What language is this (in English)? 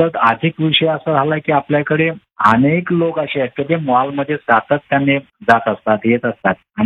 Marathi